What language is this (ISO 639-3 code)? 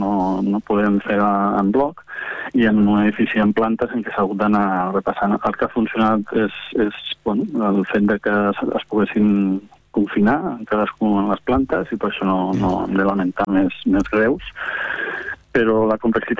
cat